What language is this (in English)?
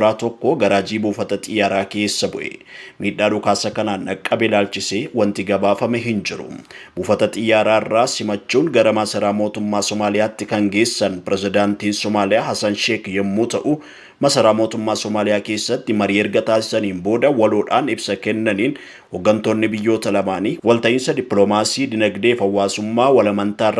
Oromo